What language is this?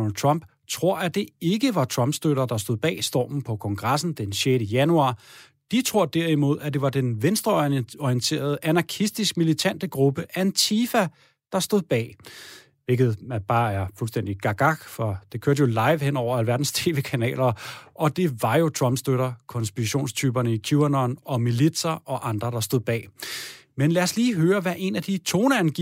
Danish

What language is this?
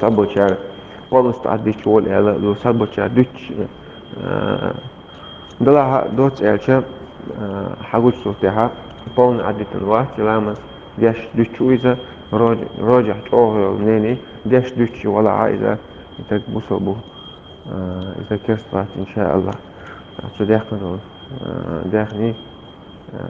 Chechen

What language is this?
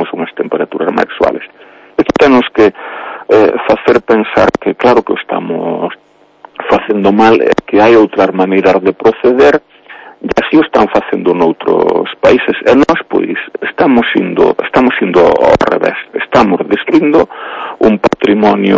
Galician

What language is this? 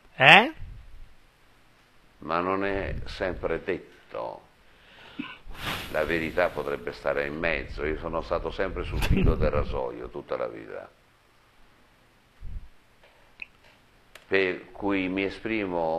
Italian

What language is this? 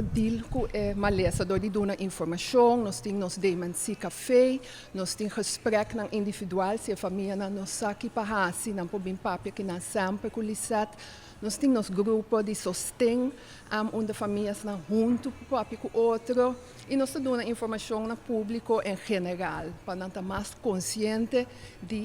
Papiamento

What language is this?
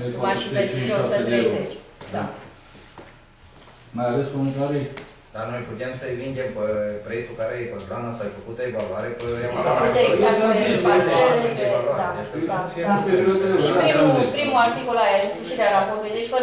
Romanian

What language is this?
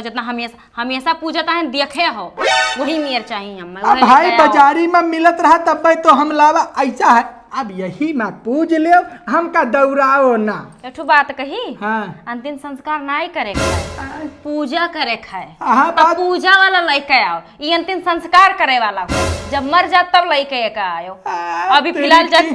Awadhi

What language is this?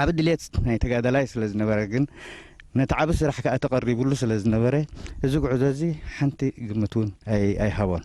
Tigrinya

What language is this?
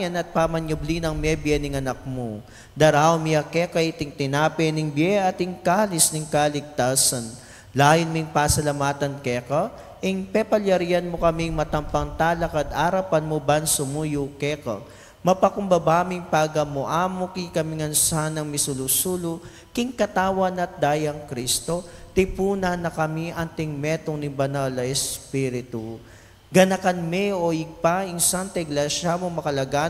Pampanga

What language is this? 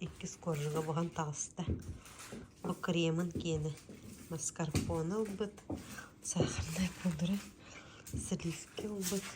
Yakut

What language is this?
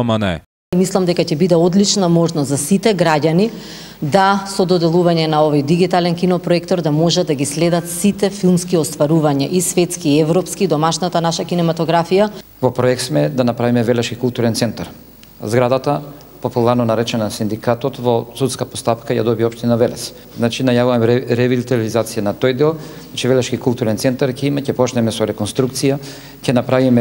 Macedonian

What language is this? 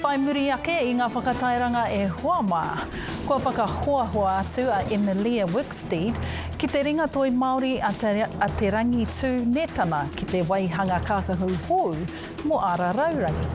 Māori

